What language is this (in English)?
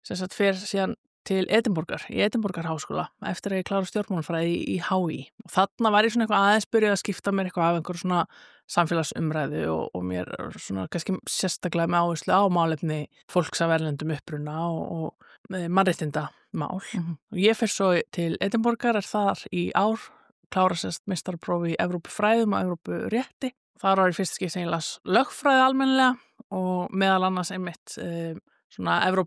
Icelandic